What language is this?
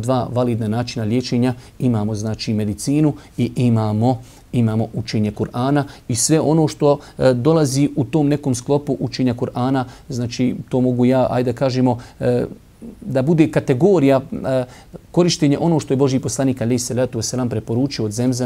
Bosnian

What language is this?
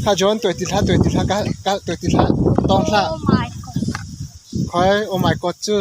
Hakha Chin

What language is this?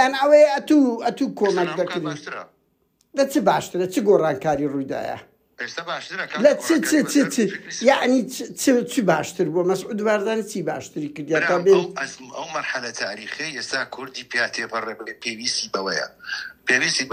Central Kurdish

